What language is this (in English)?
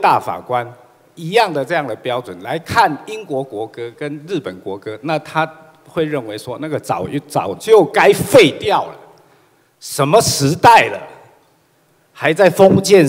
Chinese